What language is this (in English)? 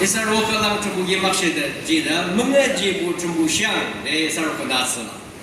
Naga Pidgin